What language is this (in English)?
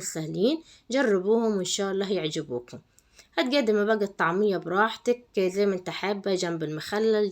Egyptian Arabic